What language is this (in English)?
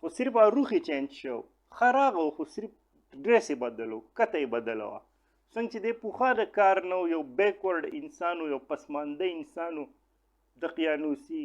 Pashto